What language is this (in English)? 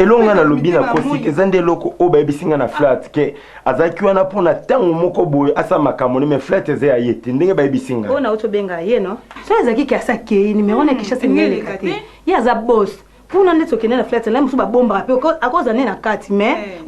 Lingala